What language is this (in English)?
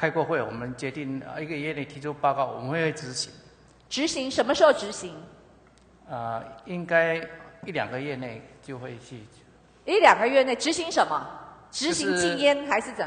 Chinese